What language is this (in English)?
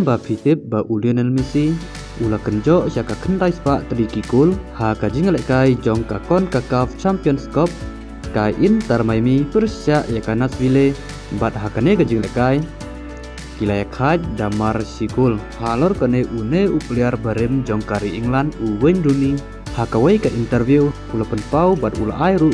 Khasi